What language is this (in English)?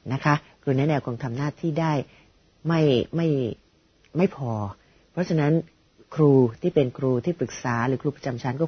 Thai